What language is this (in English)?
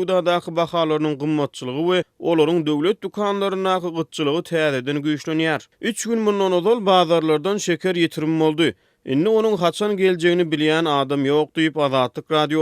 Turkmen